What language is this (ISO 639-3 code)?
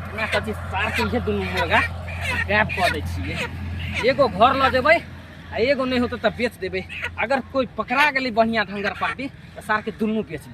mai